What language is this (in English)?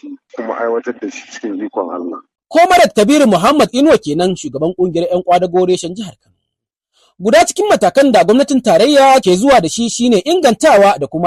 Hausa